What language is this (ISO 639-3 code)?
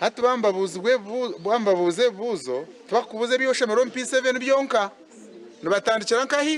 nyn